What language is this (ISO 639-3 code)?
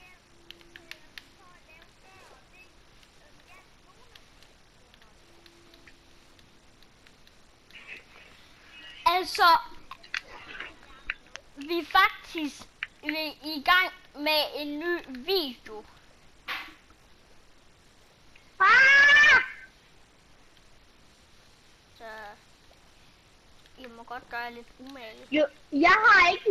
dan